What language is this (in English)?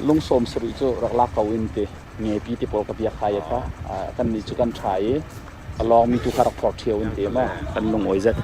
Hakha Chin